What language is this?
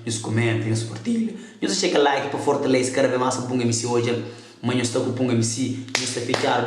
Kabuverdianu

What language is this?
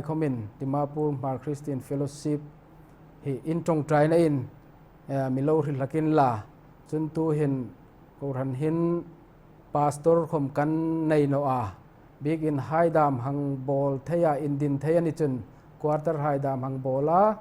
Hmar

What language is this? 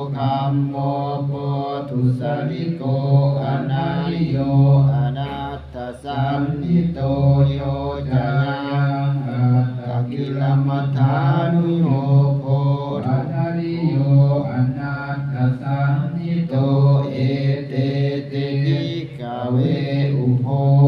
Pali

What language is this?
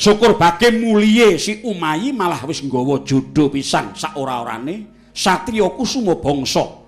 Javanese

